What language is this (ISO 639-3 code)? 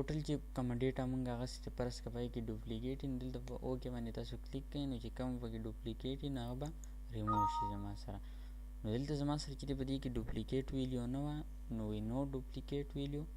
pus